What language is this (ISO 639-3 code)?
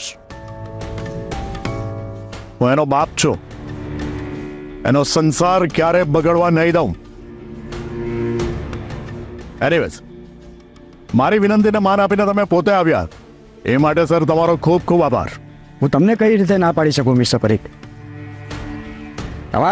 guj